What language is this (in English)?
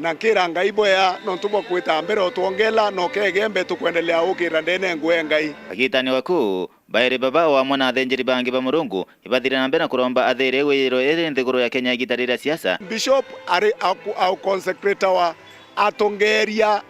Meru